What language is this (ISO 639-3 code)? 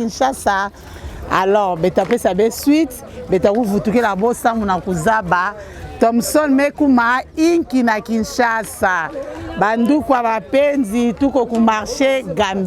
lin